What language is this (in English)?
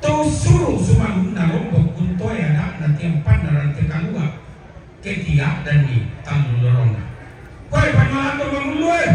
Toraja-Sa'dan